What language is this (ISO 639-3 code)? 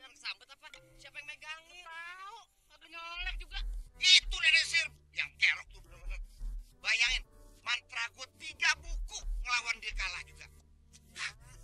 bew